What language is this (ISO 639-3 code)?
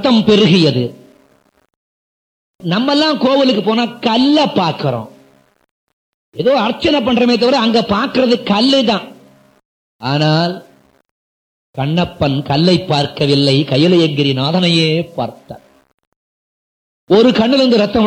tam